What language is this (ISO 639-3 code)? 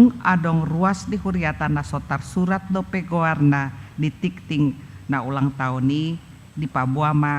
bbc